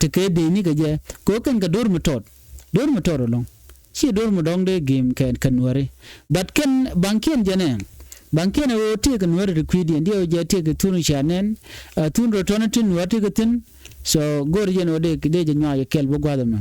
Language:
Nuer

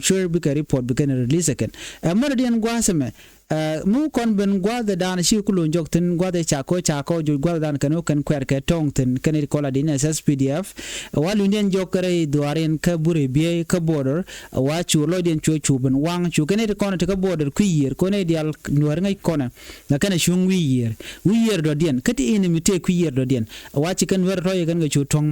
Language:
Nuer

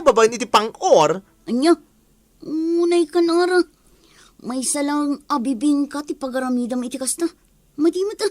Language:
Iloko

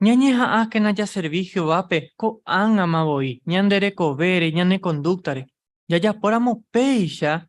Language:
Guarani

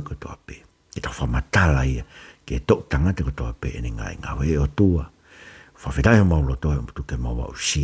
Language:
Tongan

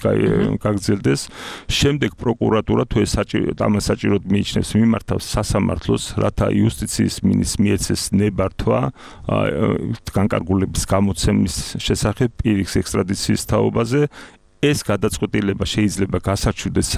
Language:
Georgian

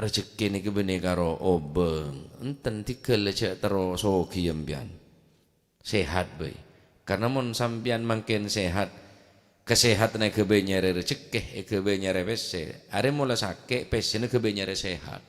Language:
Madurese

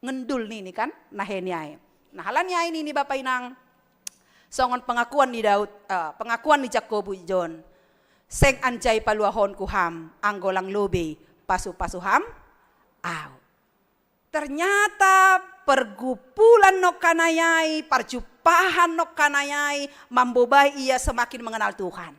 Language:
Batak Simalungun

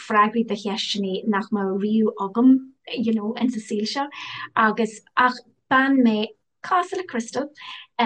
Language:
Irish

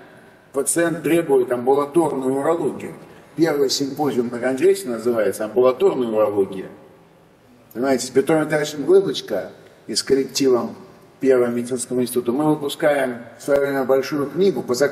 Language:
Russian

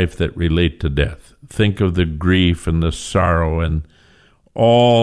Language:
English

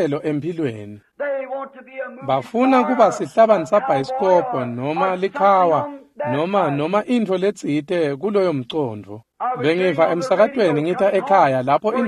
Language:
Swati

